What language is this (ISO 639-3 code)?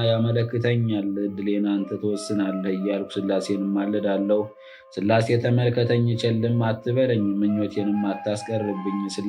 amh